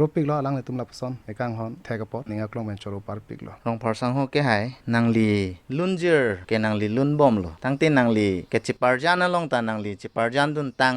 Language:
Karbi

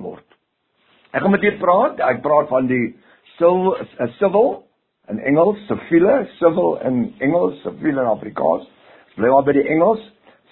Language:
Afrikaans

